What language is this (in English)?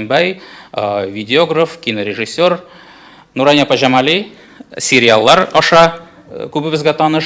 Tatar